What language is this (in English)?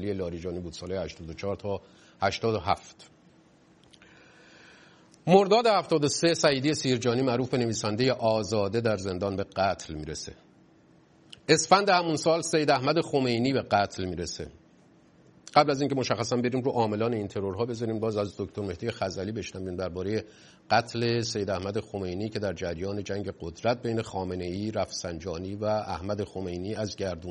Persian